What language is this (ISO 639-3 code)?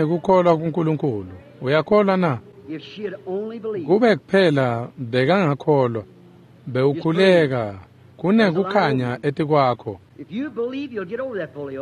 ssw